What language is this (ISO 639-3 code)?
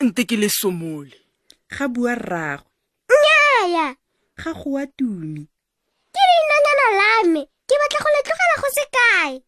tsn